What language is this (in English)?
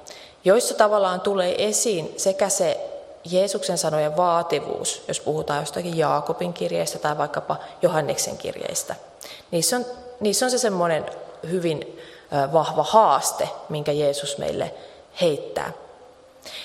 Finnish